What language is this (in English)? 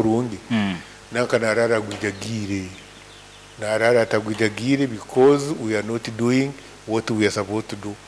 Nyankole